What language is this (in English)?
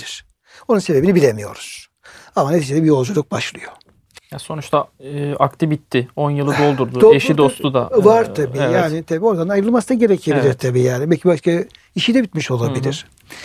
Turkish